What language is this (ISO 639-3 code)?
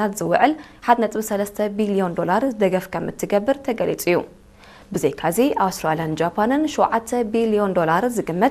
tir